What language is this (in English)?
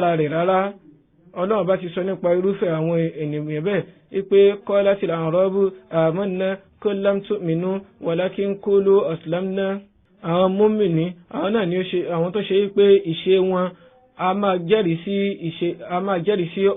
Yoruba